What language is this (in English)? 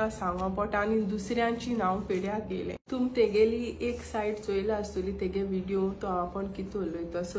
Konkani